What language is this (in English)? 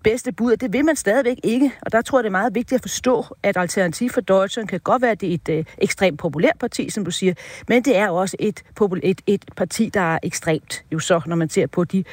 Danish